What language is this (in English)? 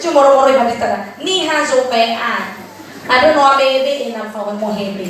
Nias